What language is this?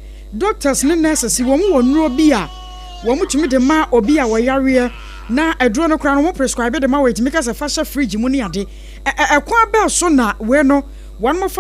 Akan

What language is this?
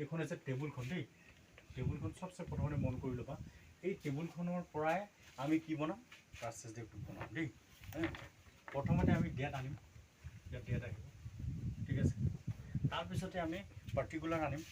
Assamese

